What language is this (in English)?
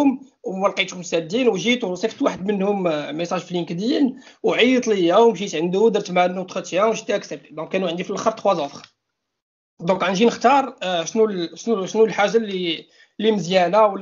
Moroccan Arabic